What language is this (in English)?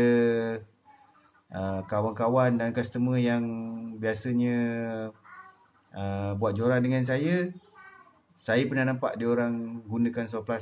Malay